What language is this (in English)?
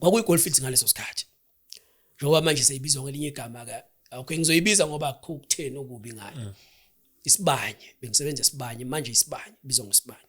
Zulu